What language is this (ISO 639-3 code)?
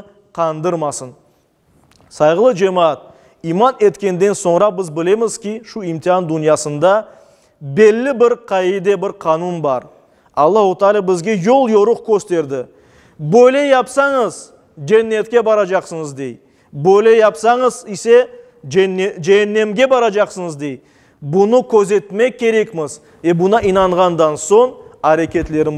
crh